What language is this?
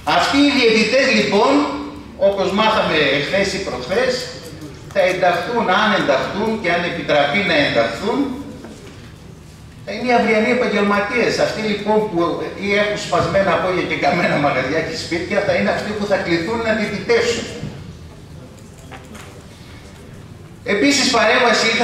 Greek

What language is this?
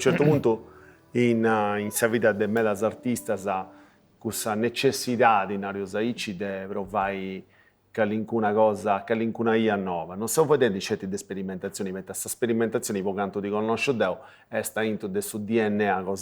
Sardinian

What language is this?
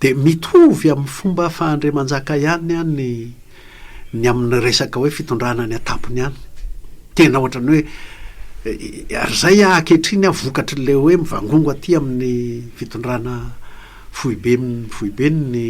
Malagasy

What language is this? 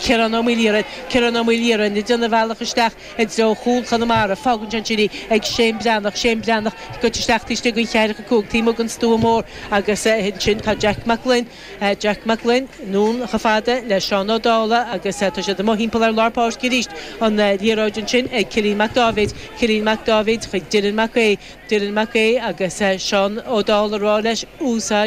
Irish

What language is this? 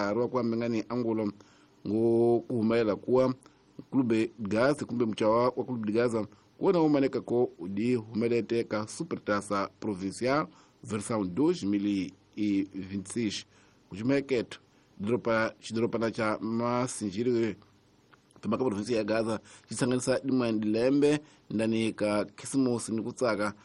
Tsonga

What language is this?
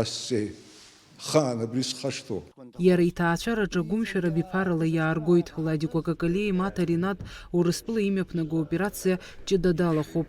Abkhazian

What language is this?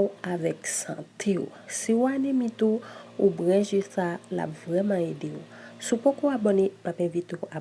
Haitian Creole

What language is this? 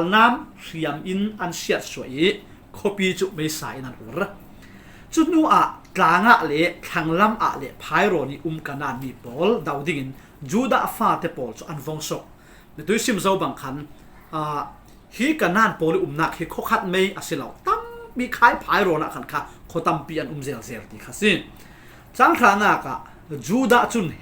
Falam Chin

